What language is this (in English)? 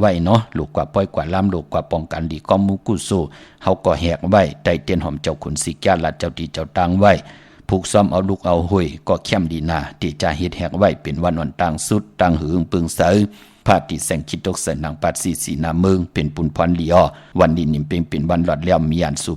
Shan